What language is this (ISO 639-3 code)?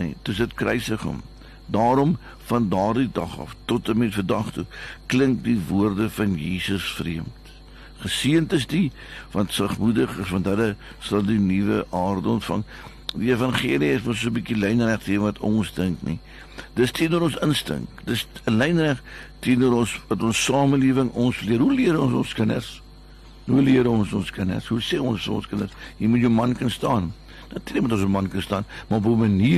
afr